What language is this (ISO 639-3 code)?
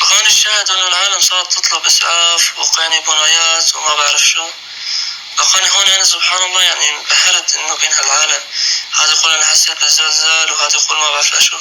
apc